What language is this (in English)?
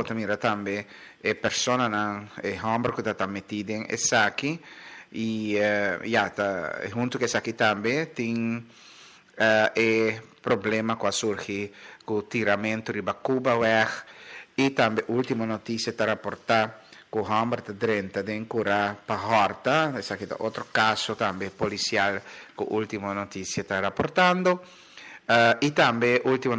Papiamento